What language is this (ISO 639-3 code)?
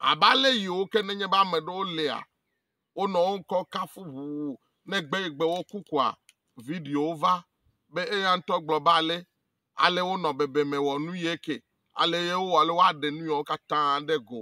ewe